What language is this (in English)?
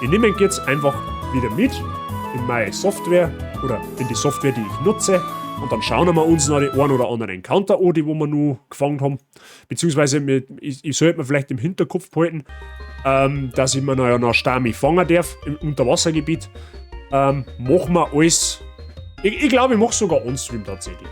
Bavarian